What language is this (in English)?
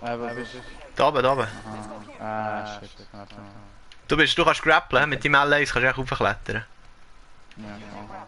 Swiss German